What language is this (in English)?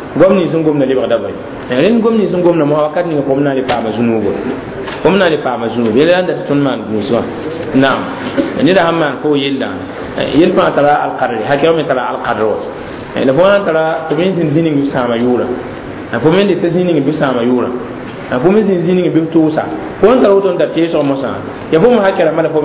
Mossi